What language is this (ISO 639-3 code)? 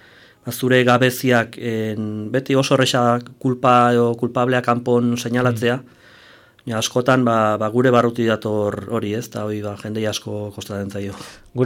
eus